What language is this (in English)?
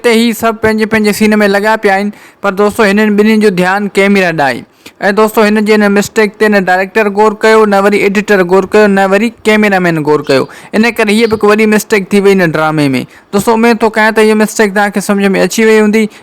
Sindhi